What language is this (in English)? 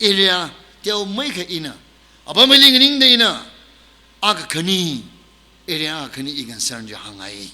Tangkhul Naga (India)